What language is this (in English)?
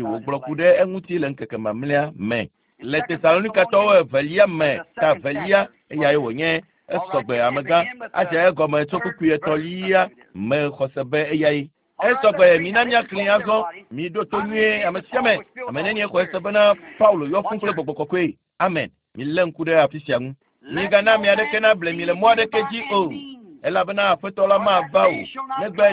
Ewe